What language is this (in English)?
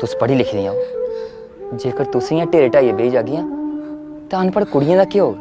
Dogri